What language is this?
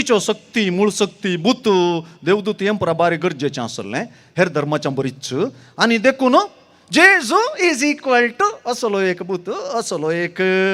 Konkani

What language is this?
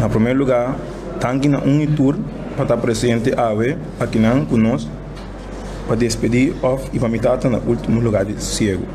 Papiamento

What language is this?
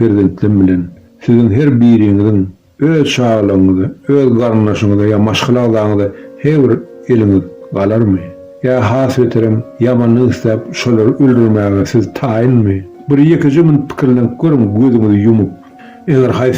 Turkmen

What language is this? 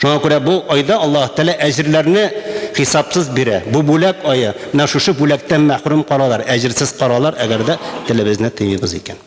Tatar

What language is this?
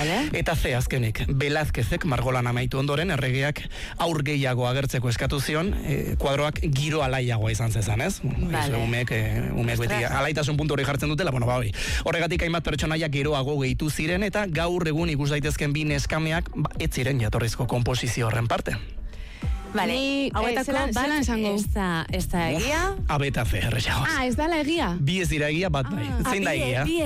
Basque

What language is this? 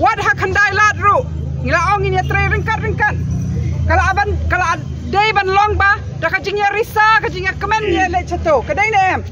Khasi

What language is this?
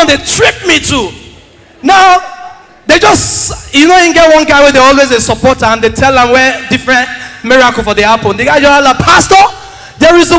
Nigerian Pidgin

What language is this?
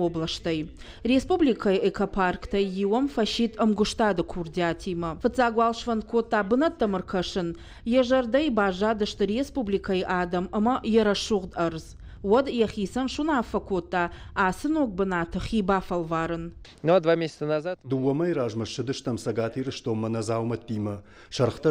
Ossetic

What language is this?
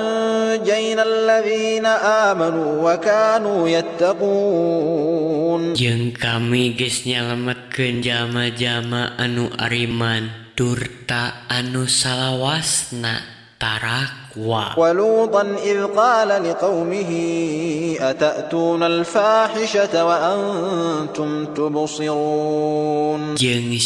Sundanese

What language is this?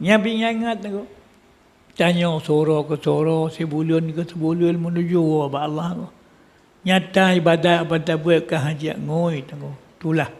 Achinese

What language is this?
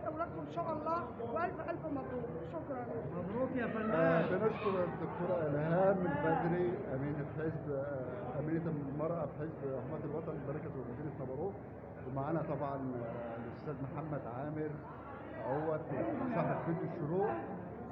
Egyptian Arabic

